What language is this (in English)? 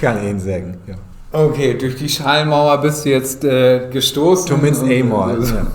Low German